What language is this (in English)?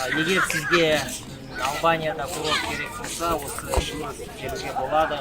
Kazakh